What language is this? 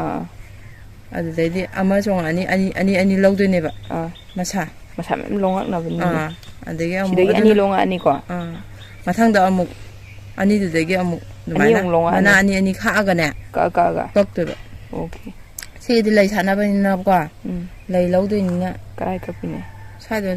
Manipuri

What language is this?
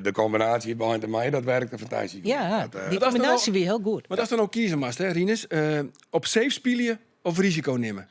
Western Frisian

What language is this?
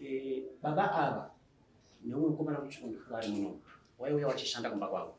Shona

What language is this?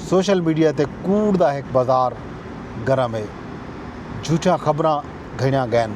Saraiki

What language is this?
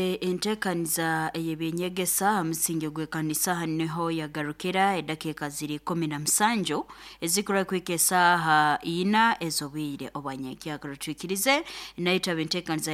Nyoro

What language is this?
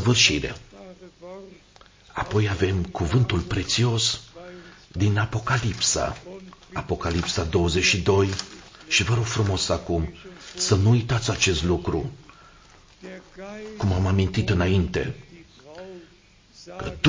Romanian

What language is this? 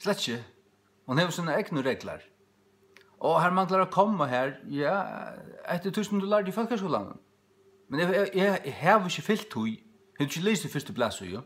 Faroese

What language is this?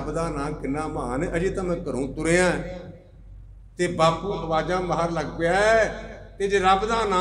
Punjabi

